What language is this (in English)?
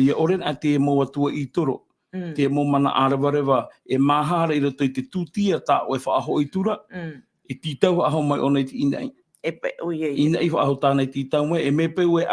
Tahitian